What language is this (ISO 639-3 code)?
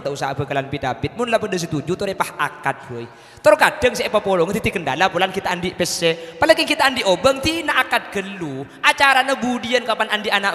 mad